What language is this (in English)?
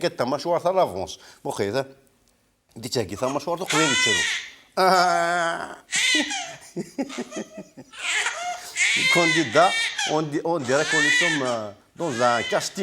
Kabyle